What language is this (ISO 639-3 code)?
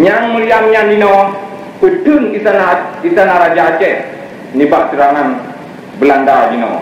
ace